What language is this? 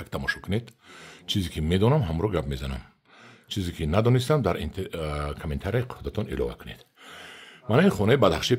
Tajik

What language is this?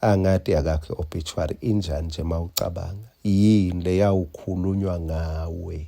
Swati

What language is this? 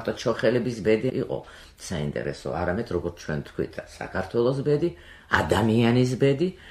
Georgian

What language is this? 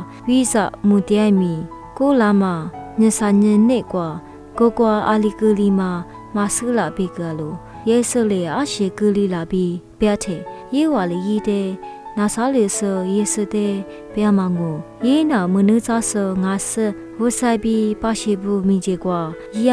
Lisu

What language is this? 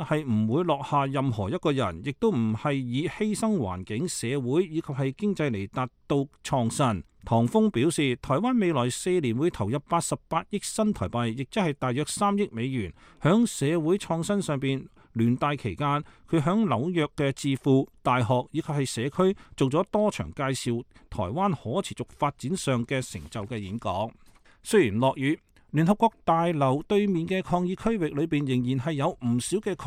Cantonese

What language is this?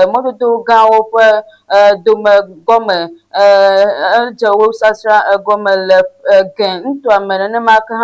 Ewe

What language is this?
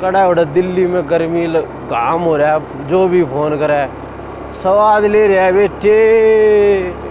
Haryanvi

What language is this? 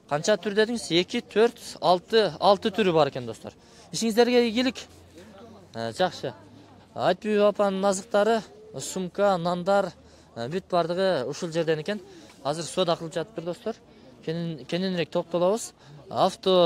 Kyrgyz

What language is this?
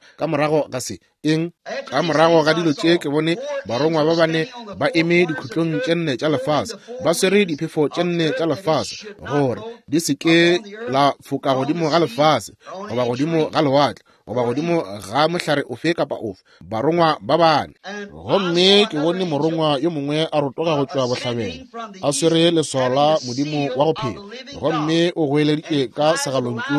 Northern Sotho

